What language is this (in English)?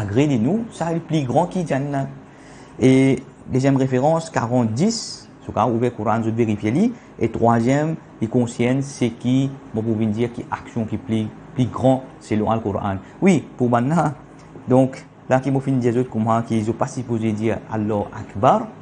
Morisyen